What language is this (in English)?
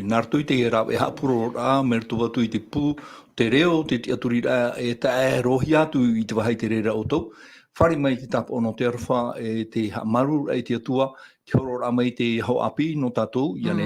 Tahitian